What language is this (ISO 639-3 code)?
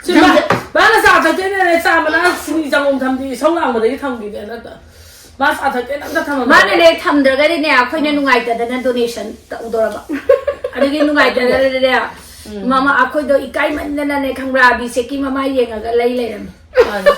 mni